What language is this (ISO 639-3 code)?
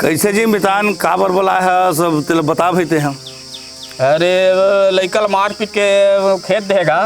hne